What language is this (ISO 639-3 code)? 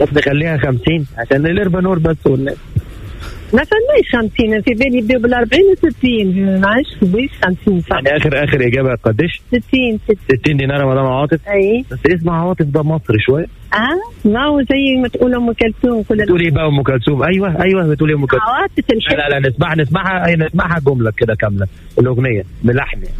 aeb